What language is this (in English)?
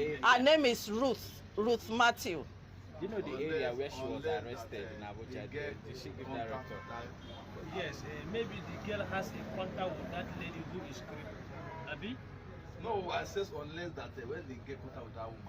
Nigerian Pidgin